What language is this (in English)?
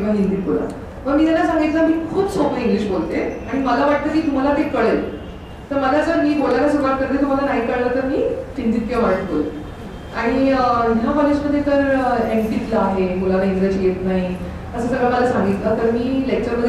Marathi